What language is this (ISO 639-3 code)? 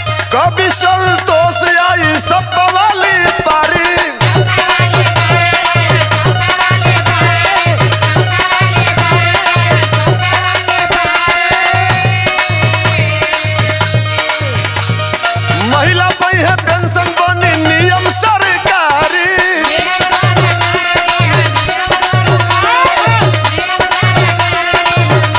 bho